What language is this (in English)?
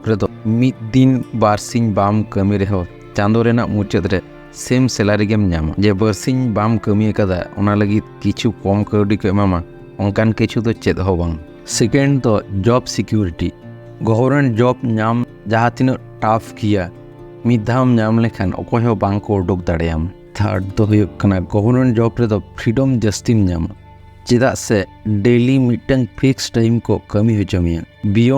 Santali